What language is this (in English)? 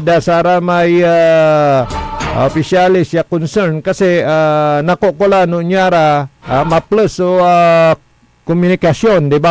Pangasinan